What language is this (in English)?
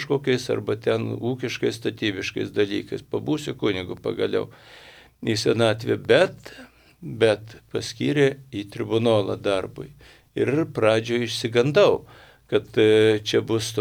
Lithuanian